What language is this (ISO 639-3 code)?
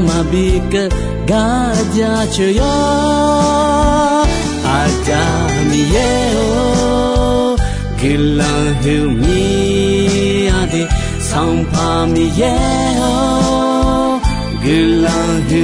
ahk